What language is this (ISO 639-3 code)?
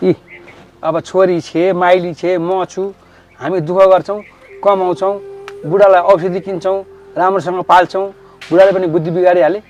nep